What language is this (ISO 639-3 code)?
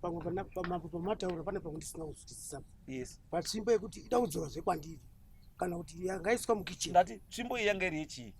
sna